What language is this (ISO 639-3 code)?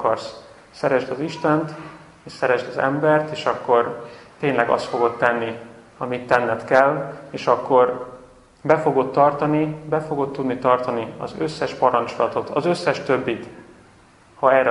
hun